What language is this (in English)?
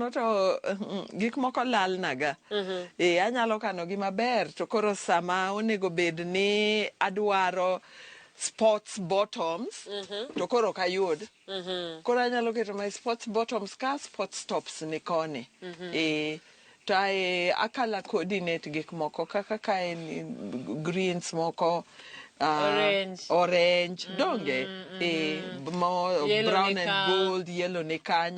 Luo (Kenya and Tanzania)